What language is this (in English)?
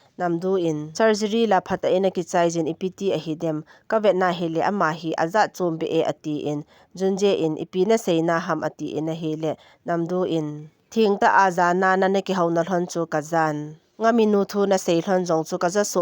Thado Chin